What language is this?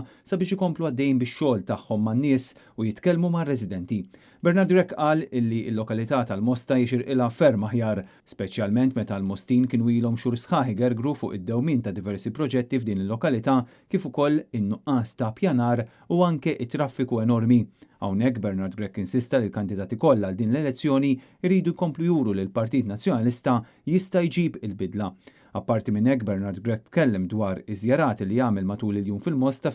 Maltese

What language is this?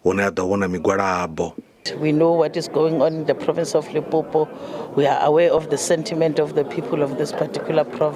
Venda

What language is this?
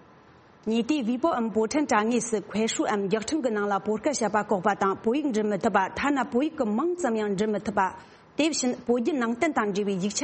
Tibetan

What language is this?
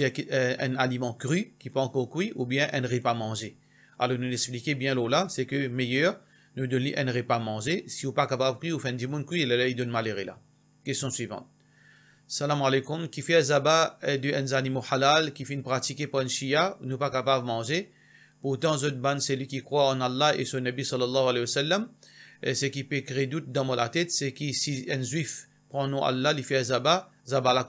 Morisyen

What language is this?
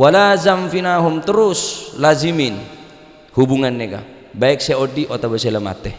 Madurese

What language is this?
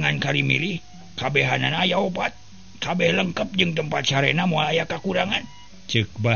Sundanese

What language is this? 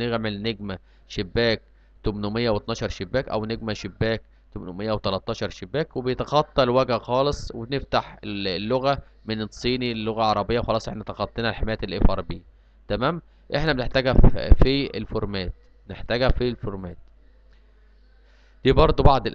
Egyptian Arabic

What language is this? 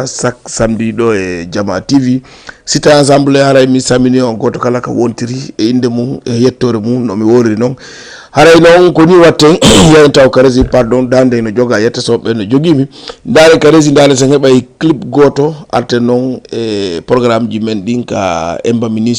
Fula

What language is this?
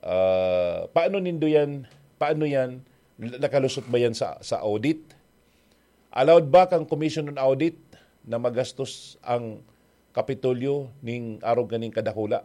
Bikol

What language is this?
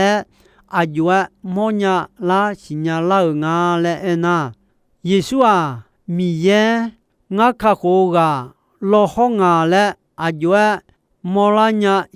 Akha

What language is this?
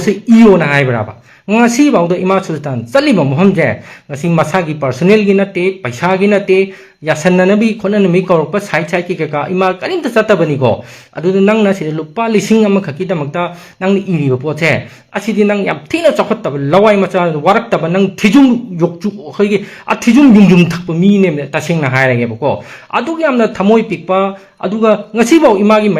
Manipuri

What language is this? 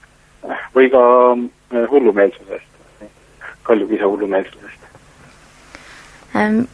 Estonian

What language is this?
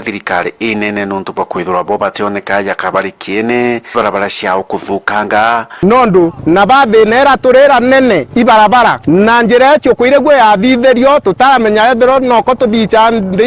Meru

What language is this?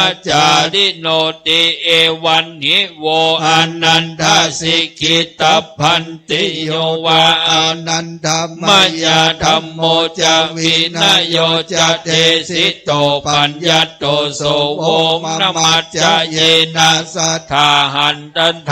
Pali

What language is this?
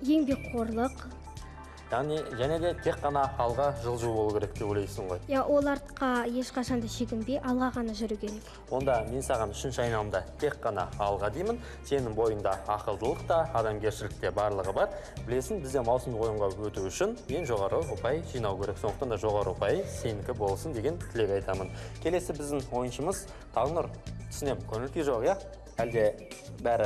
Kazakh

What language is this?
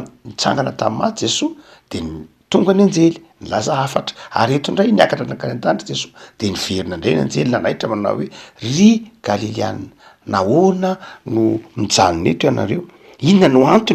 Malagasy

